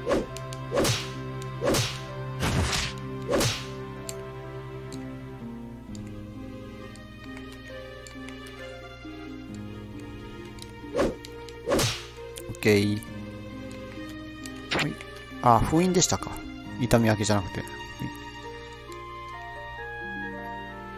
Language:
Japanese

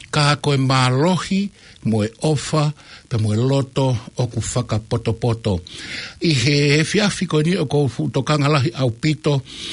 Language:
Tongan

